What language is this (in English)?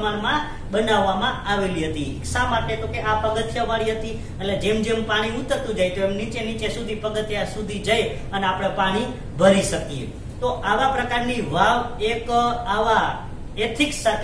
Gujarati